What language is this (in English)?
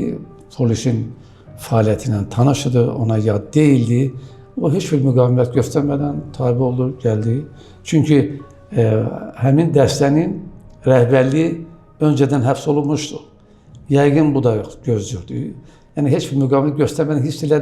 Azerbaijani